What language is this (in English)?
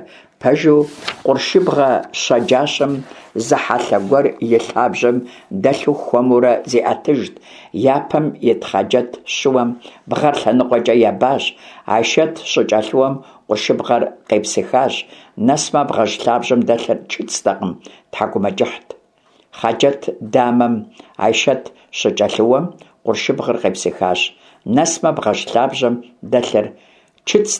Kabardian